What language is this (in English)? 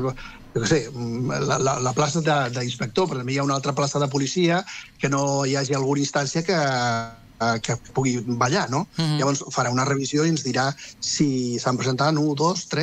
Catalan